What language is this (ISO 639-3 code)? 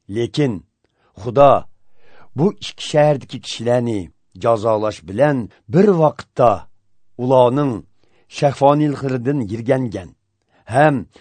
uzb